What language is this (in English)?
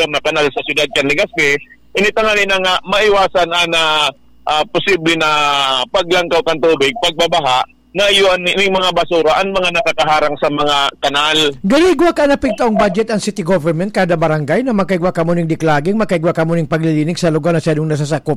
Bikol